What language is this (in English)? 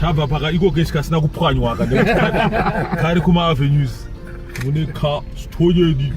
Shona